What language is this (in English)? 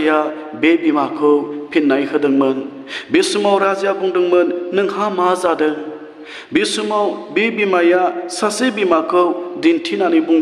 Bodo